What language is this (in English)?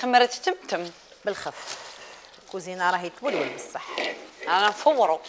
Algerian Arabic